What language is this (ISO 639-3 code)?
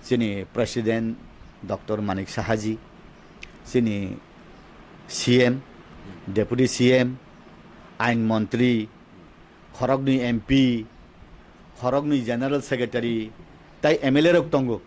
trp